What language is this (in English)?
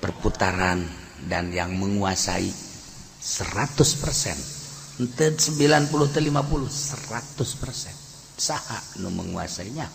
Sundanese